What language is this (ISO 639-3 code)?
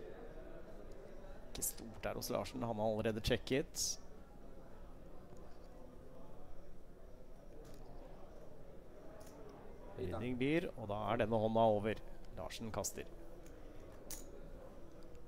nor